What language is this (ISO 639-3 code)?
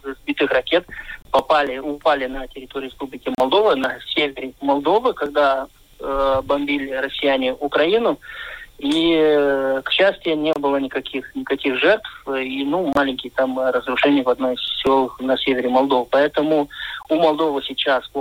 rus